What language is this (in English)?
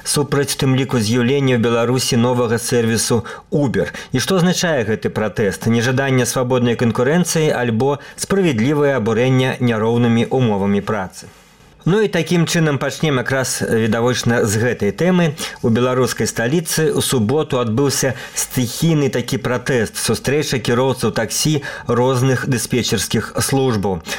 Belarusian